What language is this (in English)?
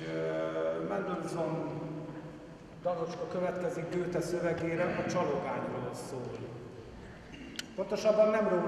Hungarian